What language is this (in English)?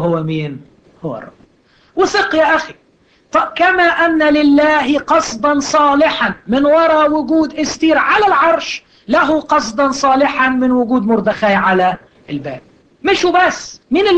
Egyptian Arabic